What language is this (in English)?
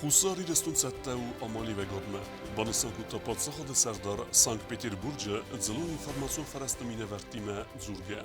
Ossetic